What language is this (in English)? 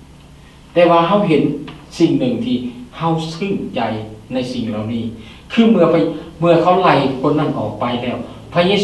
Lao